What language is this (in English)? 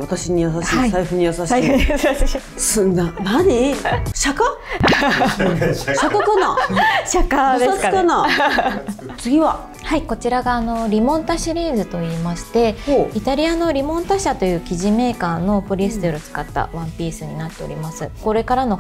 Japanese